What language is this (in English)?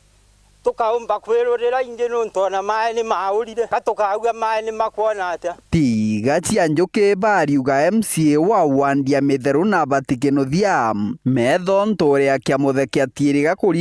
Meru